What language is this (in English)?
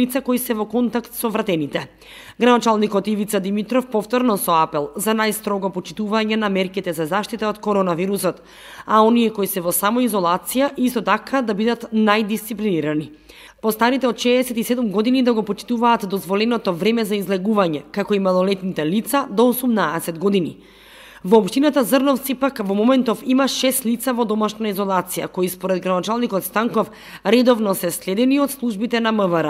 Macedonian